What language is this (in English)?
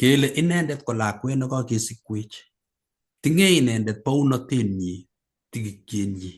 Kalenjin